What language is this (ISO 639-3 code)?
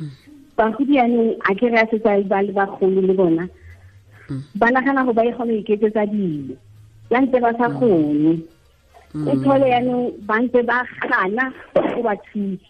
tsn